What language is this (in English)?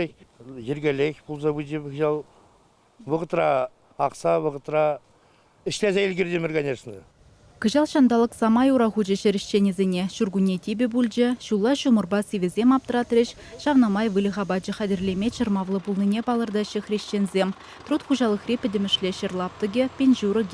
Chuvash